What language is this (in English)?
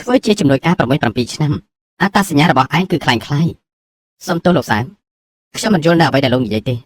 Khmer